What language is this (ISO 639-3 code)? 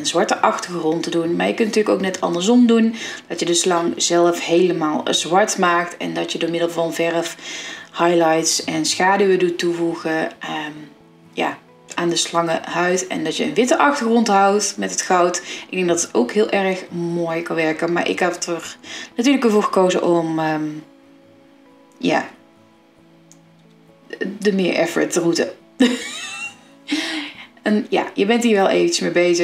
nld